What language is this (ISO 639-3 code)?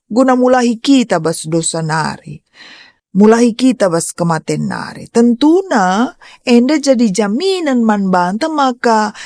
btx